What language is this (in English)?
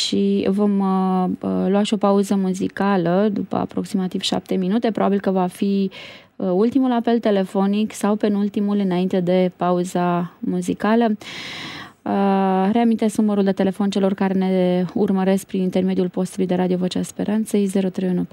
Romanian